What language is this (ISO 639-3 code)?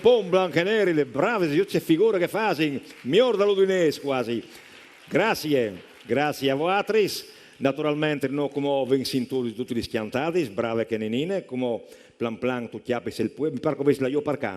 fur